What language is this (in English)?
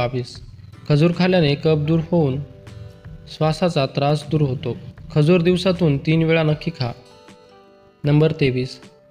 Marathi